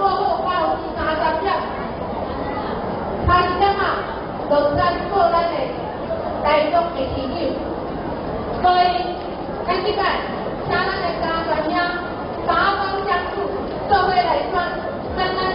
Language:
Min Nan Chinese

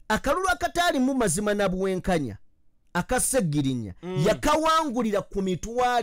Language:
Ganda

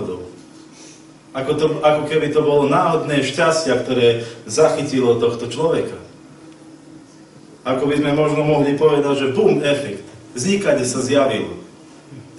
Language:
Slovak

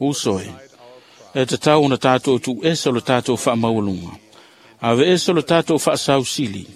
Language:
Samoan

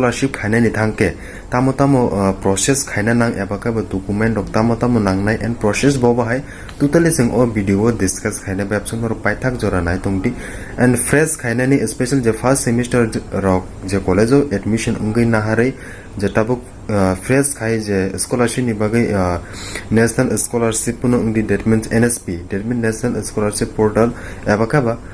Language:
Kok Borok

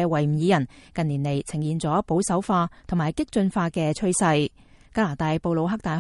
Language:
Cantonese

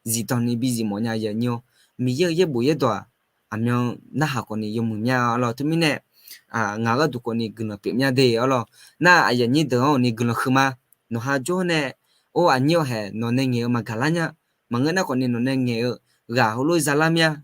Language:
Akha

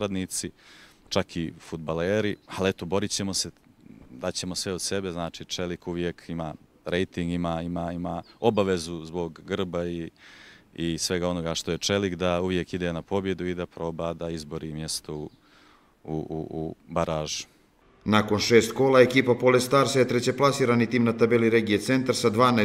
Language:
Bosnian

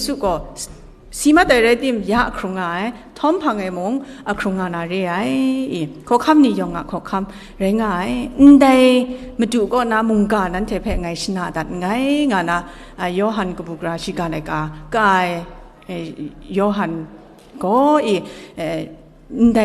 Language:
Kachin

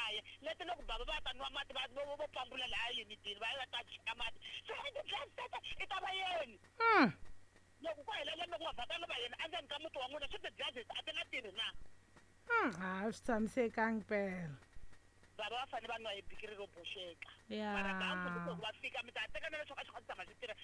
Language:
Tsonga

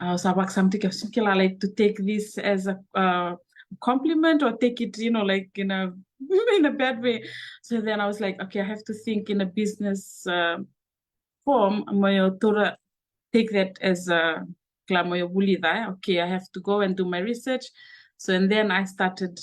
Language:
Fijian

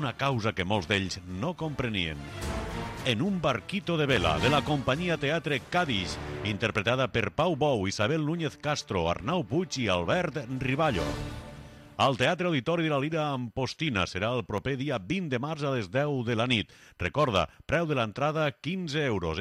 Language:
Catalan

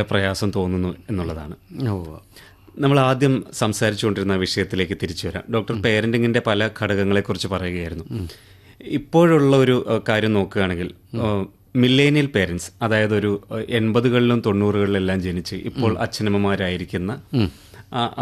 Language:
Malayalam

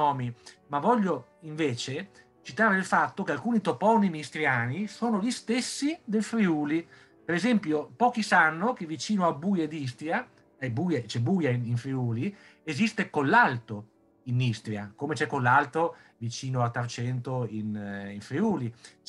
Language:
Italian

